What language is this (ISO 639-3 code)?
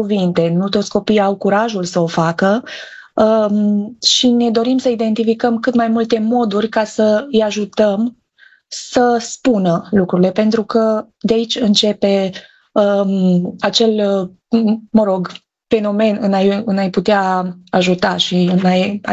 ron